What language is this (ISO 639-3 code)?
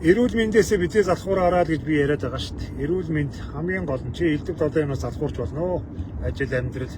mon